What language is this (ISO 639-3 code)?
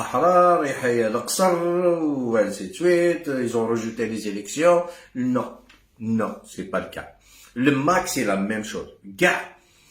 arq